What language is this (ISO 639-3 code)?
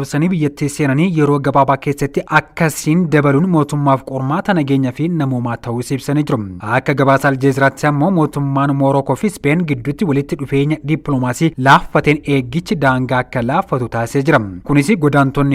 orm